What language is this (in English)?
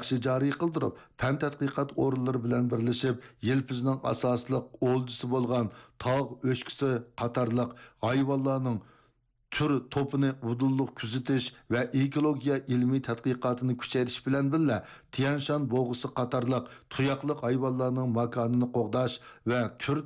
Uyghur